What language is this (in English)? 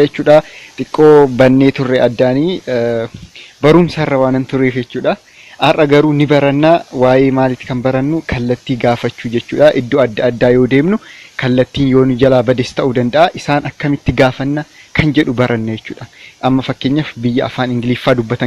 Oromo